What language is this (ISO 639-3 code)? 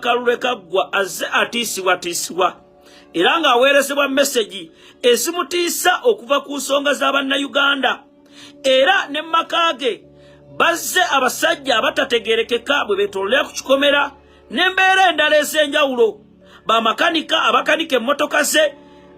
lug